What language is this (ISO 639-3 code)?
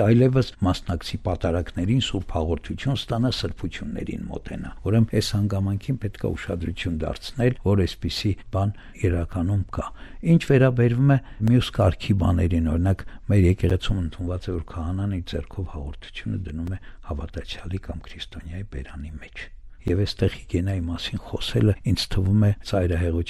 hye